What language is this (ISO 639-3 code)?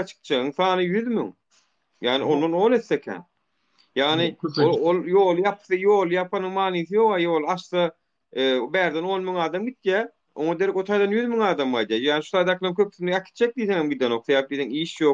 tuk